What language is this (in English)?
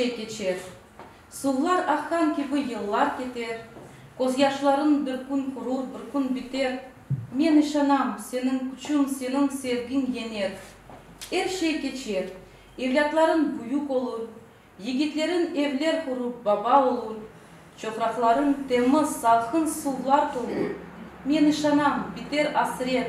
Crimean Tatar